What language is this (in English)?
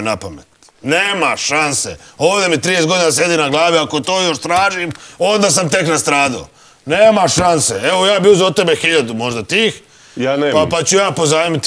Serbian